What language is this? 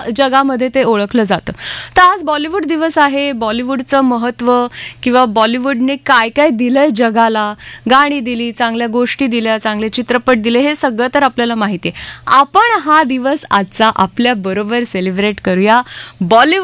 Marathi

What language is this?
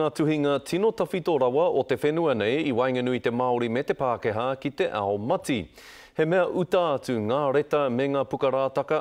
Māori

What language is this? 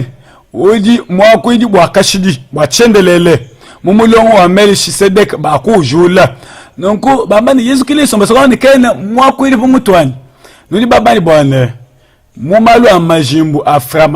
Luba-Lulua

